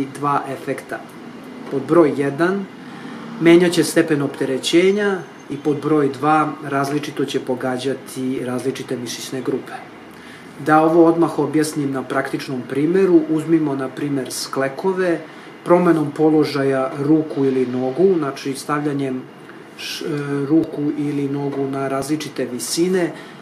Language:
Serbian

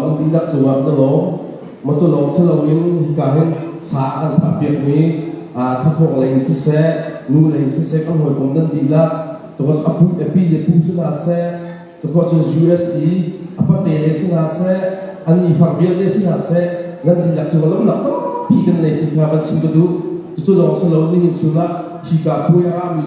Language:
Hakha Chin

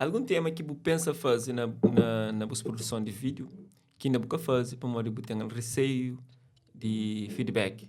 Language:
Kabuverdianu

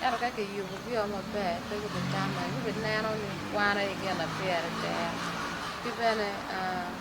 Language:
Acoli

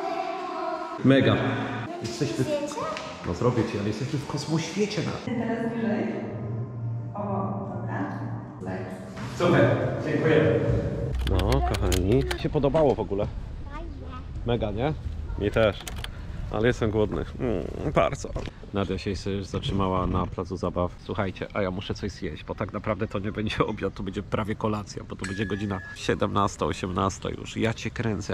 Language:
Polish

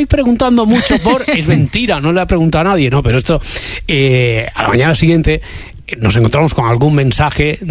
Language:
Spanish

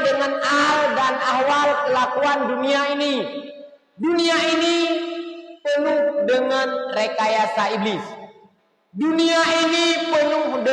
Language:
Achinese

